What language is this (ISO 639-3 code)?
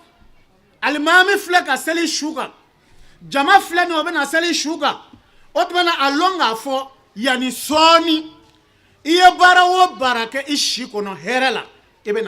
bam